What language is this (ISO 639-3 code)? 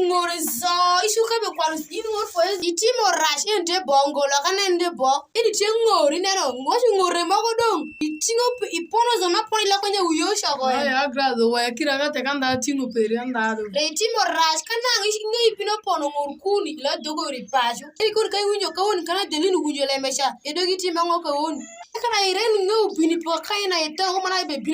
alz